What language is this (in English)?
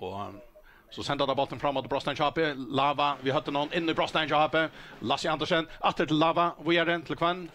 Faroese